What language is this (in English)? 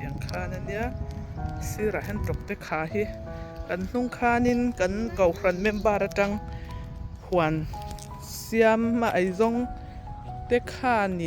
Mizo